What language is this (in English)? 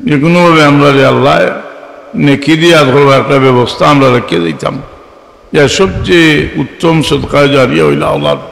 Sylheti